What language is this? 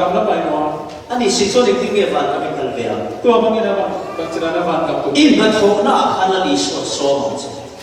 Falam Chin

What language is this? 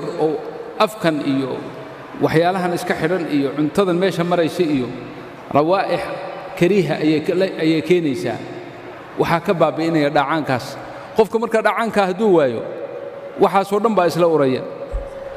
Somali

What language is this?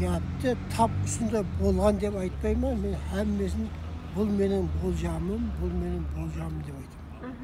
Kara-Kalpak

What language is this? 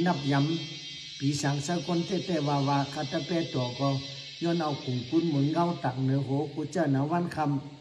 Shan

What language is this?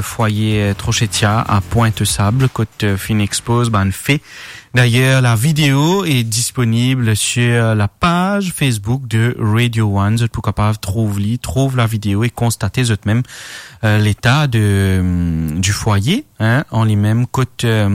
Morisyen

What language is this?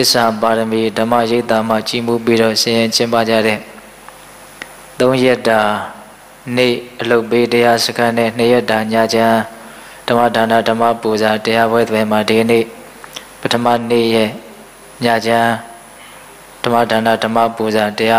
Burmese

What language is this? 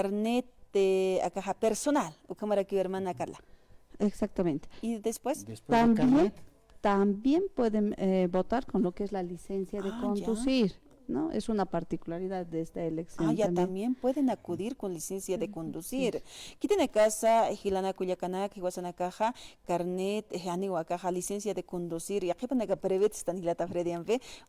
Aymara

